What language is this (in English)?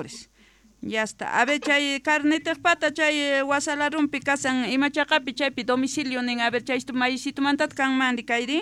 South Bolivian Quechua